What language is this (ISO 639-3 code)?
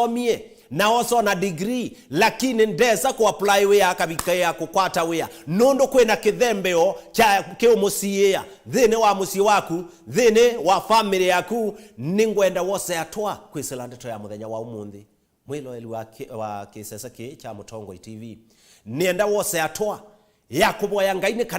kam